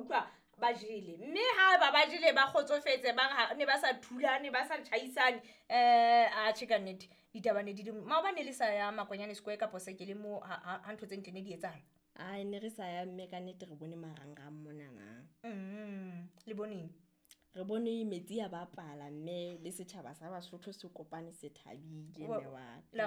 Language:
Southern Sotho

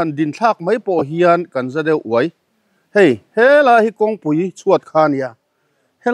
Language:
Mizo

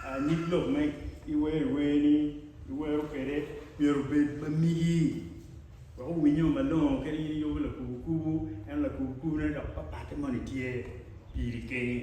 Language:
Acoli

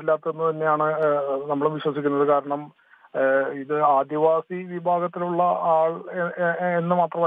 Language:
Malayalam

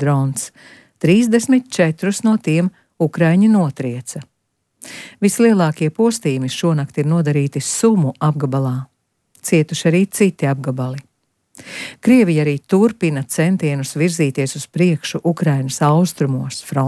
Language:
Latvian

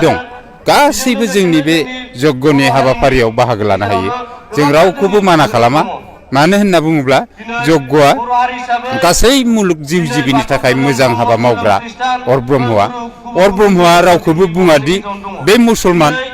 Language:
Bodo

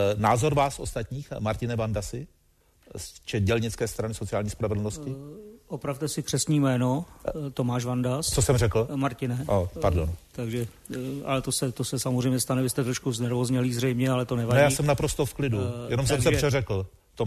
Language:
Czech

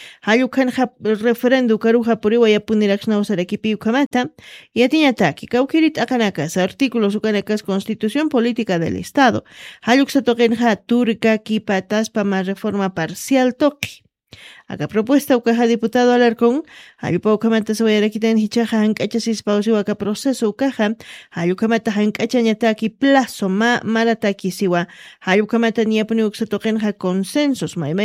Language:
Aymara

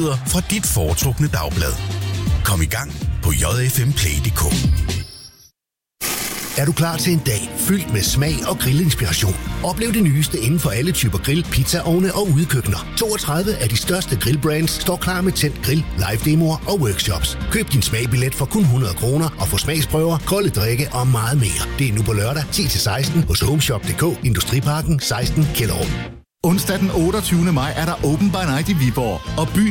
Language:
Danish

